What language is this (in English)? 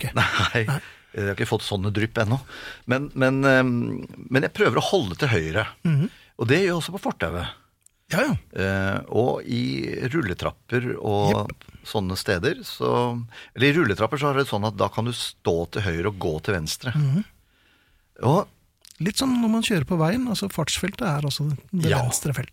Norwegian